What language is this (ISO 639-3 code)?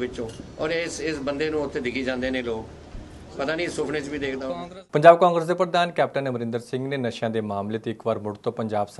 pan